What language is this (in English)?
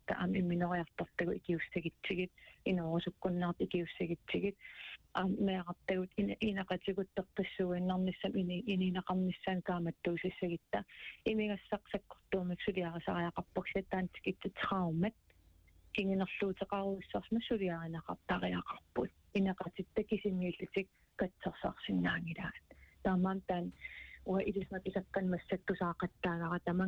Kalaallisut